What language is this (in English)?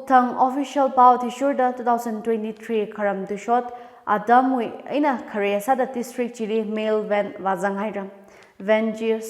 Tangkhul Naga (India)